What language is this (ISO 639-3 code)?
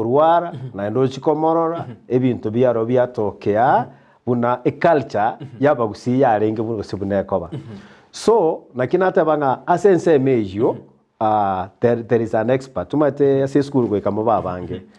guz